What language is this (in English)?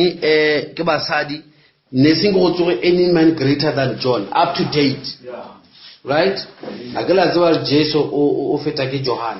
Northern Sotho